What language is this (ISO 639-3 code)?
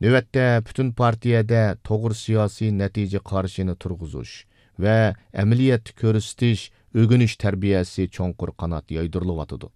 uig